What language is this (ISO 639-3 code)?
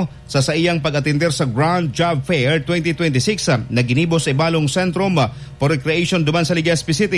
bik